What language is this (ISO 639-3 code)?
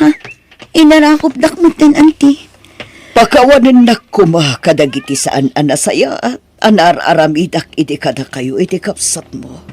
ilo